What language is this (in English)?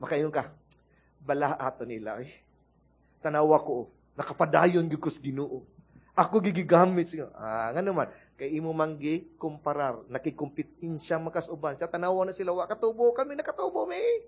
Cebuano